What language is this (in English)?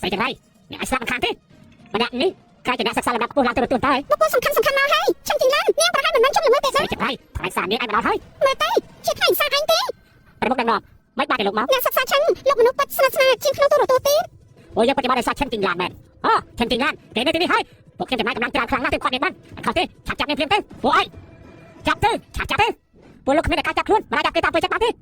Khmer